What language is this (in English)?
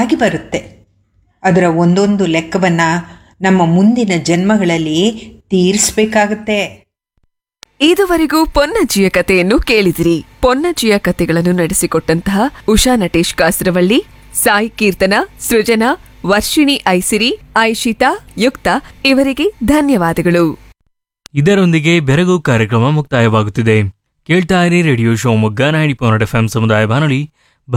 Kannada